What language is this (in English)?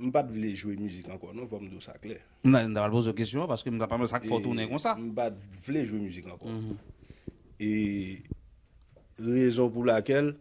Haitian Creole